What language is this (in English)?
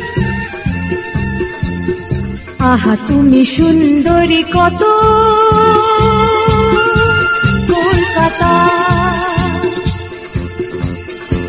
Bangla